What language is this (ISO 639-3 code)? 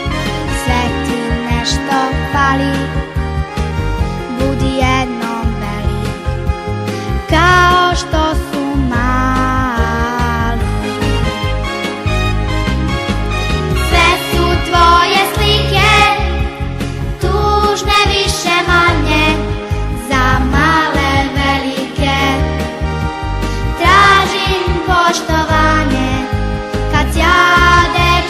srp